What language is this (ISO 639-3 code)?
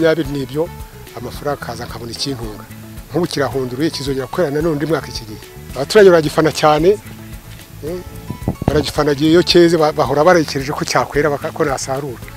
kin